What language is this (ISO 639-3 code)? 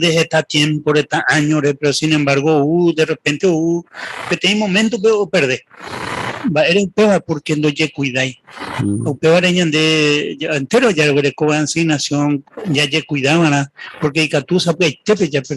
grn